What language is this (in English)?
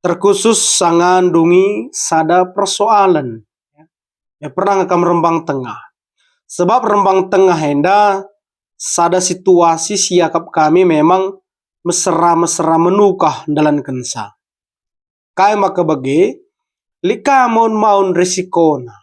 Batak Karo